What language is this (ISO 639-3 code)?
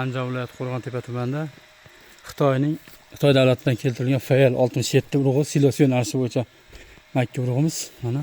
uzb